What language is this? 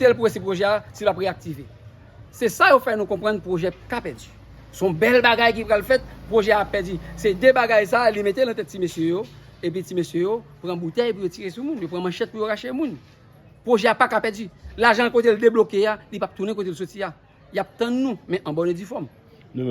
Haitian Creole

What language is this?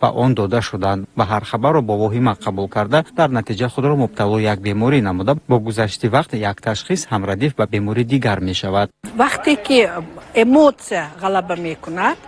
Tajik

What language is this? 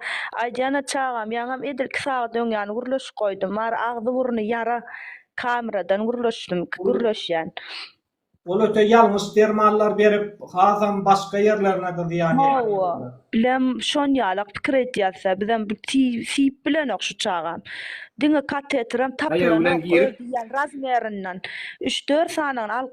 Turkmen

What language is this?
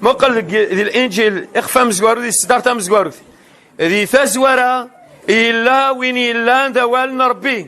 Kabyle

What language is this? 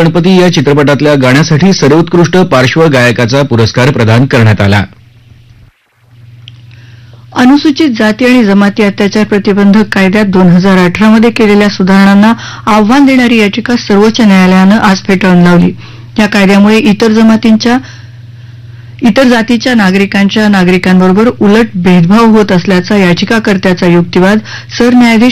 Marathi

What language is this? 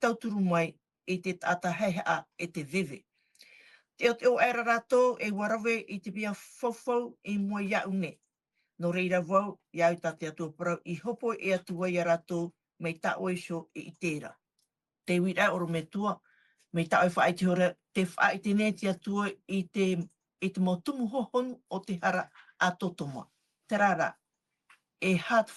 Tahitian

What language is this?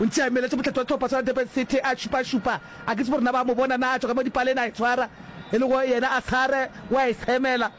Northern Sotho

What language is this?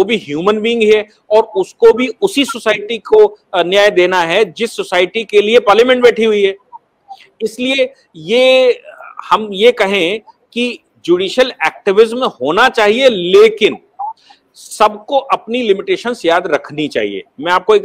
Hindi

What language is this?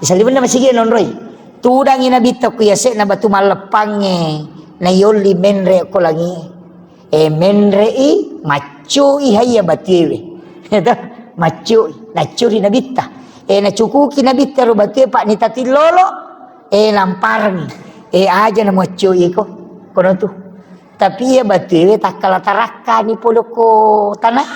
Buginese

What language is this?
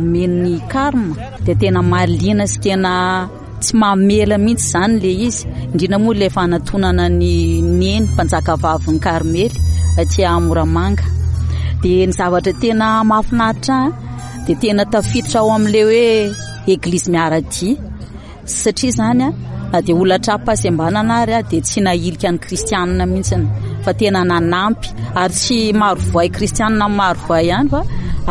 Malagasy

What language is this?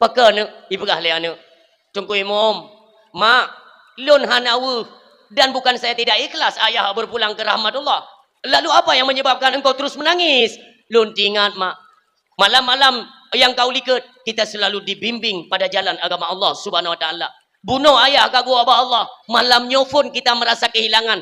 Achinese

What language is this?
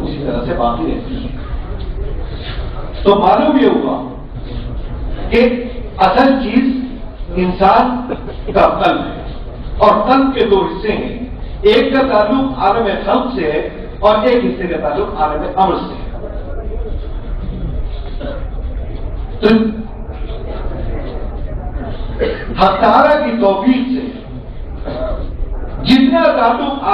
Urdu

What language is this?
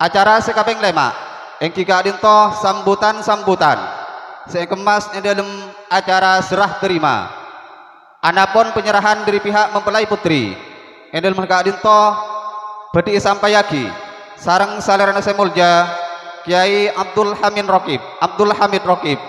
Madurese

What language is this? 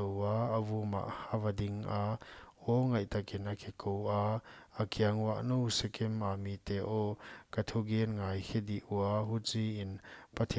Paite Chin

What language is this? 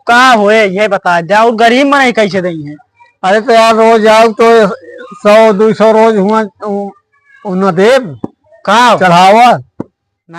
Awadhi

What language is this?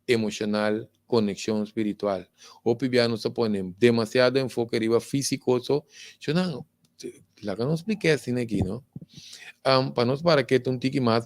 Papiamento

